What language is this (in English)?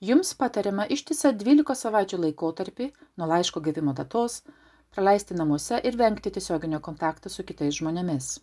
Lithuanian